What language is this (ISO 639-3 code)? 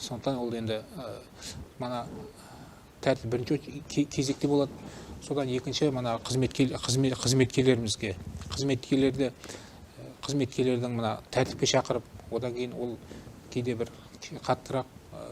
kaz